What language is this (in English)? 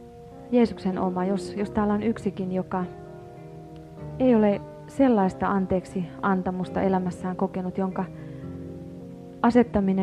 Finnish